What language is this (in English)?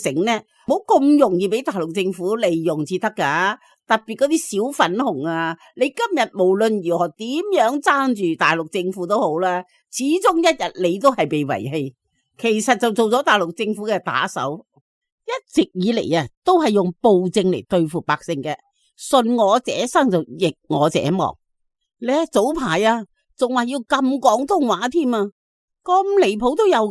Cantonese